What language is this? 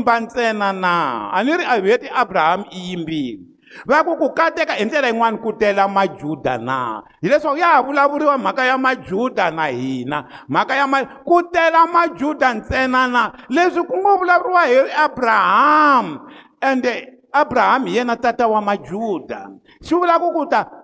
Tsonga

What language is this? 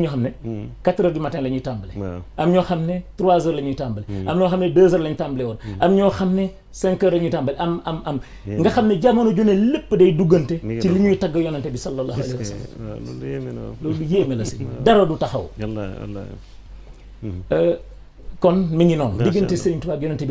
Wolof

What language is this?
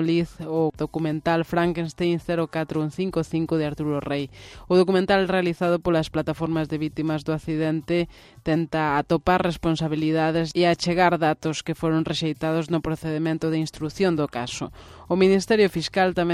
Galician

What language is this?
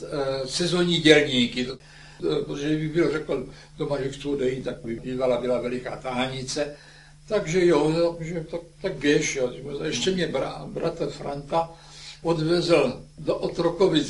Czech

